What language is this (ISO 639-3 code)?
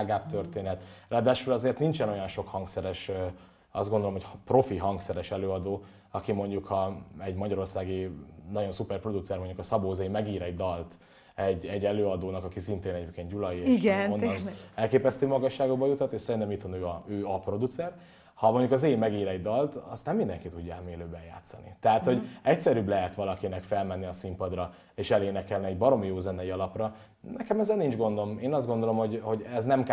hun